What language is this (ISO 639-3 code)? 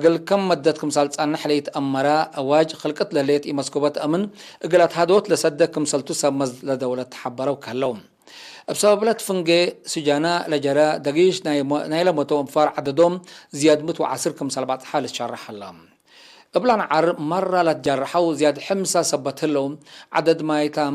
tig